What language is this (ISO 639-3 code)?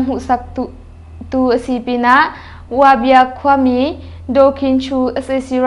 cnh